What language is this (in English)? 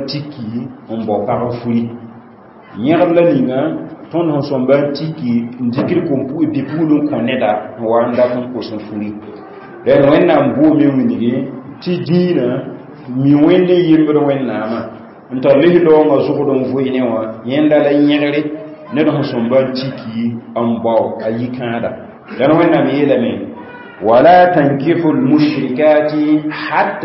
Mossi